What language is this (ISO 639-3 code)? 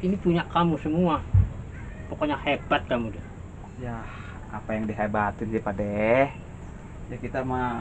bew